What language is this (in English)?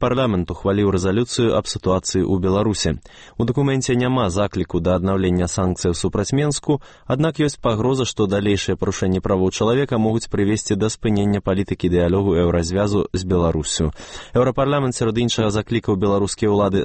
Belarusian